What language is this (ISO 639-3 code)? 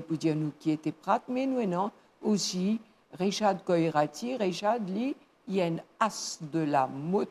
mfe